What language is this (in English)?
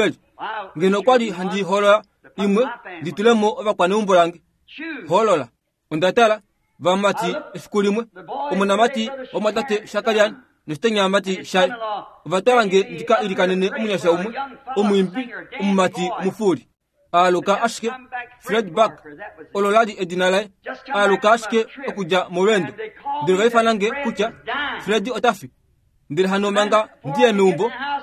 Kuanyama